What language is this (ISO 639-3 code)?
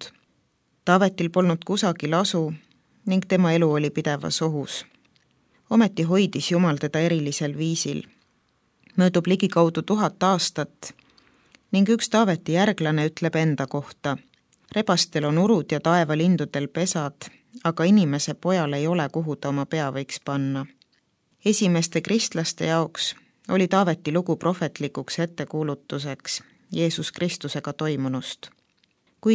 est